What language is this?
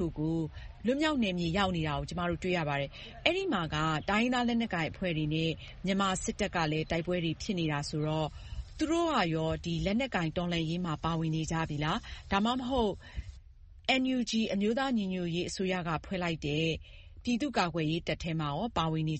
Burmese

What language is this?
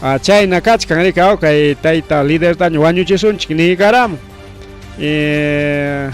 Ayacucho Quechua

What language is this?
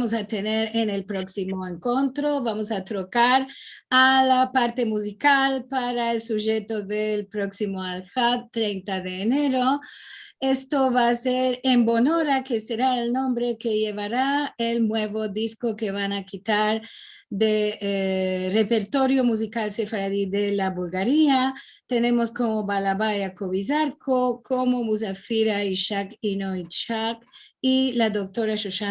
Ladino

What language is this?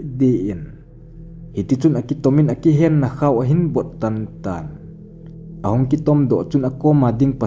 Thado Chin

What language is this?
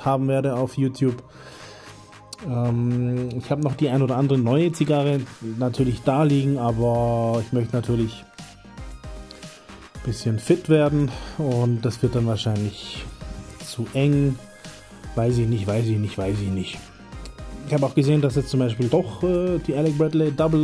German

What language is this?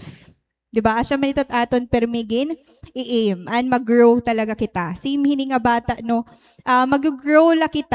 Waray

